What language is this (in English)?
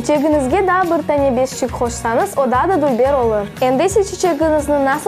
Crimean Tatar